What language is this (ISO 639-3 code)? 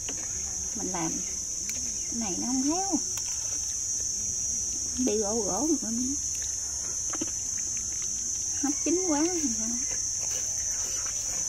vie